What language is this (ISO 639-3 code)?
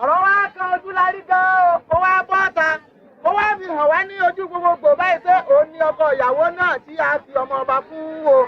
yor